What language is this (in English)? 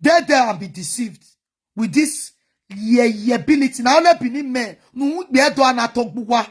Nigerian Pidgin